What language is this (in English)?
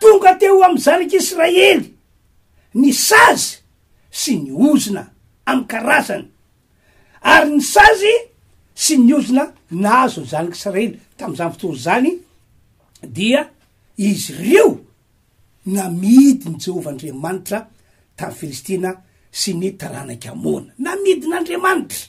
Malagasy